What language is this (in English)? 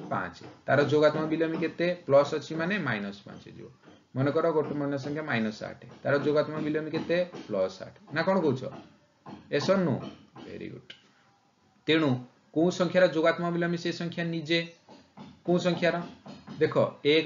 Odia